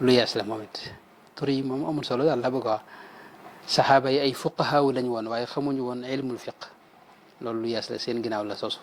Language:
Wolof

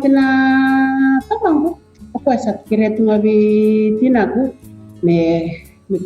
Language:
Fijian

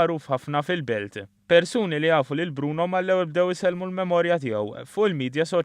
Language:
Maltese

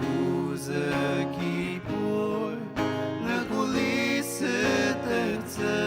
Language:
Ao Naga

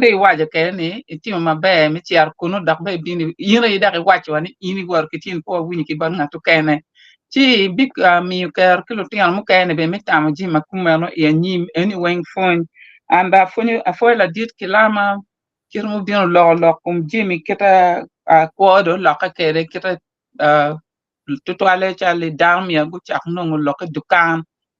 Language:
Acoli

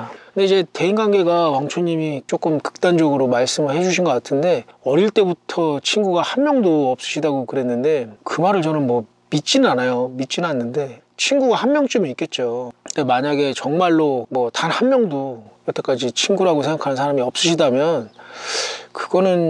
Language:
Korean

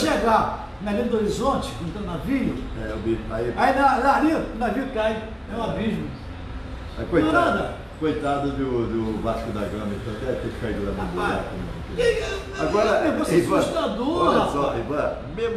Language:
Portuguese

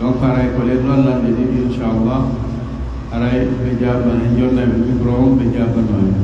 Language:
Pular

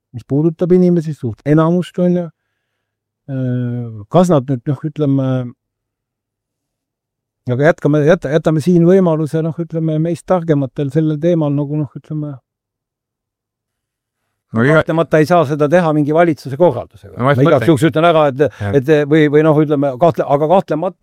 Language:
Estonian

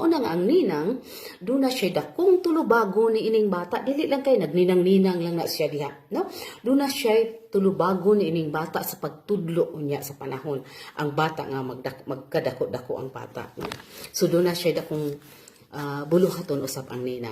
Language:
Cebuano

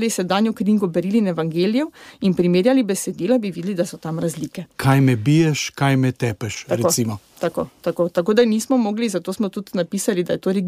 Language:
Slovenian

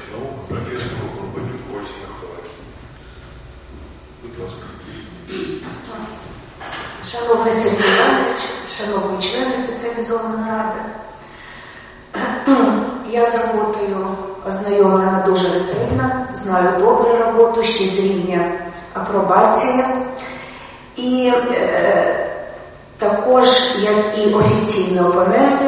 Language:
Ukrainian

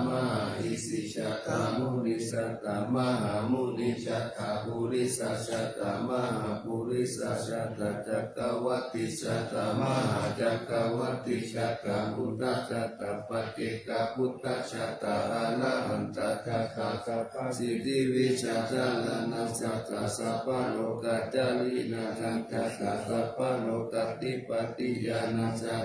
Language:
Pali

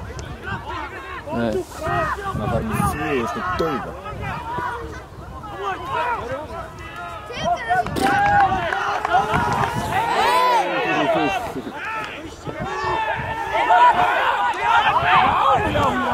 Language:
Icelandic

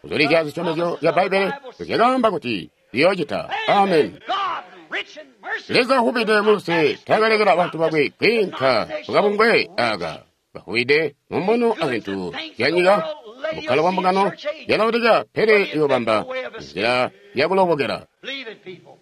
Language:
Tonga (Zambia)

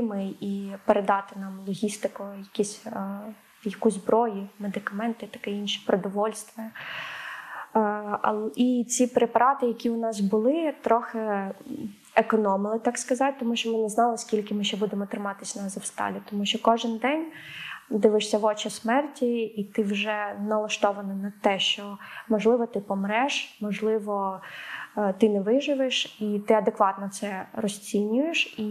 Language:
Ukrainian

